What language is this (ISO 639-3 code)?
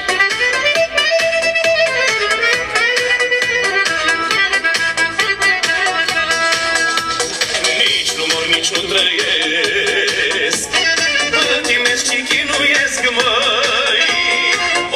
ron